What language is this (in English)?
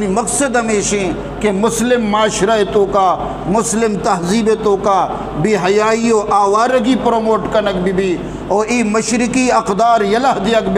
Eastern Balochi